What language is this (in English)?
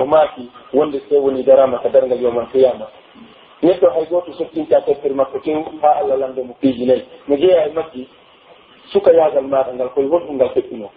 Pular